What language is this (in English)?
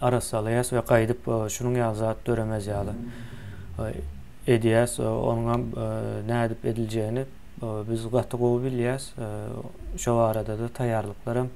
Turkmen